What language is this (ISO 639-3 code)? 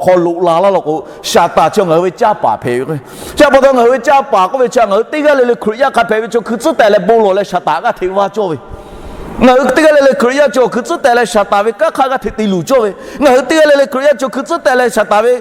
lhu